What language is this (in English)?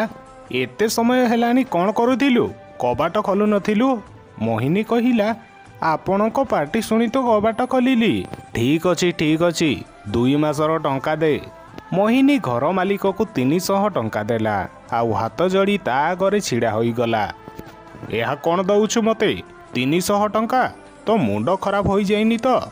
Odia